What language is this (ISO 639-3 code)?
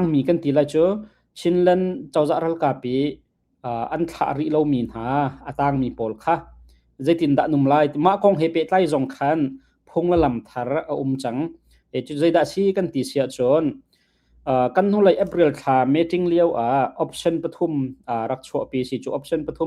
cnh